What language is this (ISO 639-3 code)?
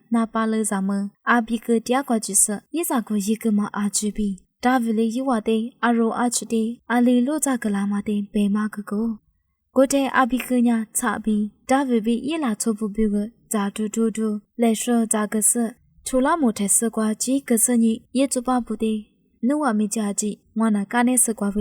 lis